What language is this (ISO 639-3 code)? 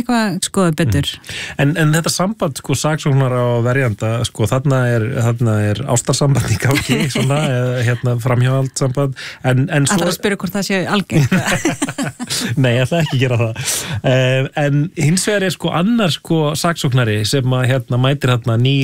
isl